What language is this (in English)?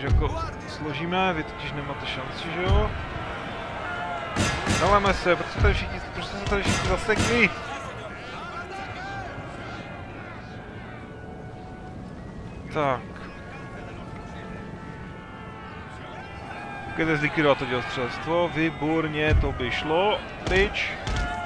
Czech